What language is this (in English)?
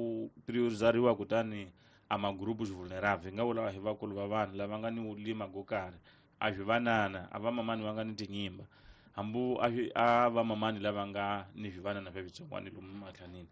Tsonga